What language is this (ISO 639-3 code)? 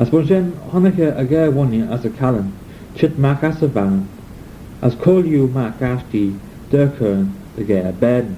glv